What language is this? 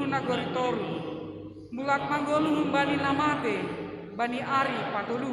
Batak Simalungun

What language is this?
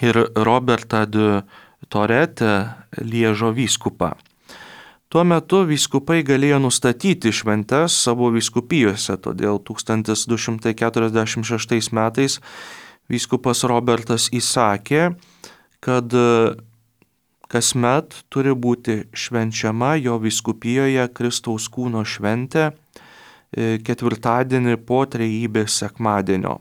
Lithuanian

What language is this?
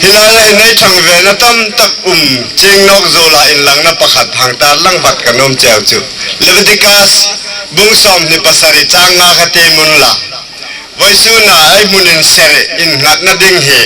Hmar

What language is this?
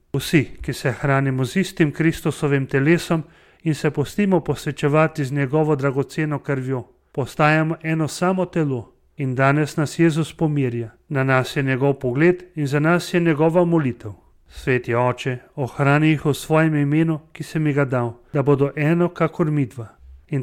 Slovenian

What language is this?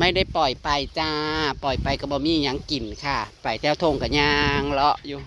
Northeastern Thai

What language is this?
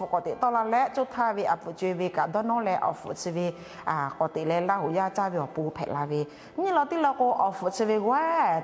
Lahu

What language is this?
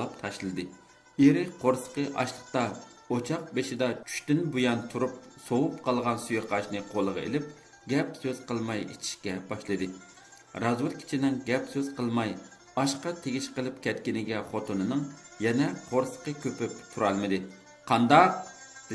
Uyghur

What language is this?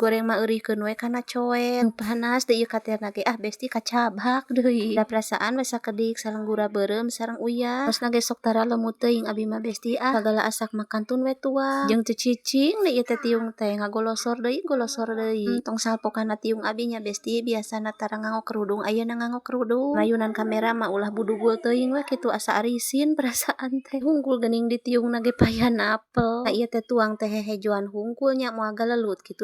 Sundanese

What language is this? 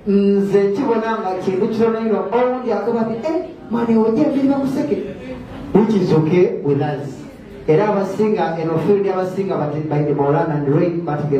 Soga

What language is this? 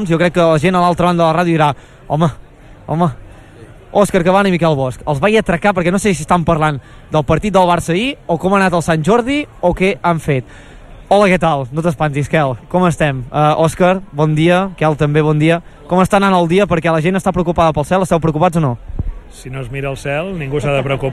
Catalan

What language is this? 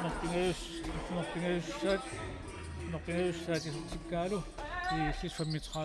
Kalaallisut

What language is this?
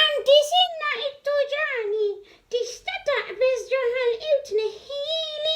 Maltese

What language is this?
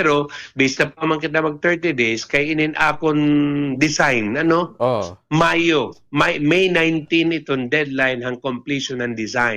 Waray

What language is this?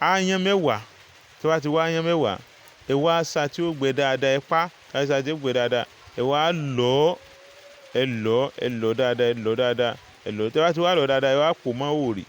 Yoruba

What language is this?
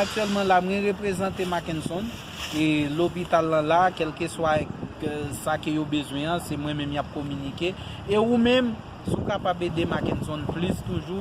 Haitian Creole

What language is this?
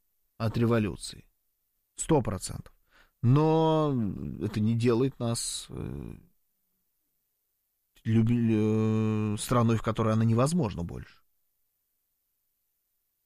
Russian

